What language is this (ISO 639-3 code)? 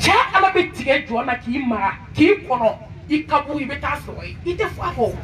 bam